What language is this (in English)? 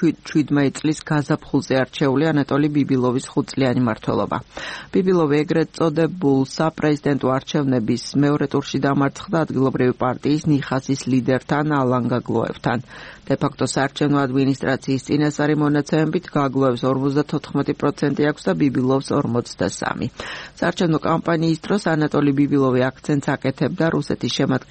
Georgian